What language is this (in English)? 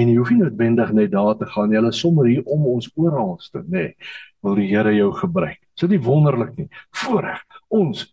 Afrikaans